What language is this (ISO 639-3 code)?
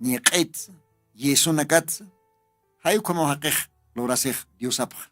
aym